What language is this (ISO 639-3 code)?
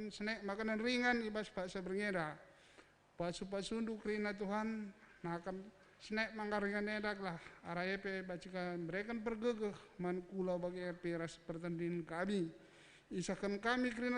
btx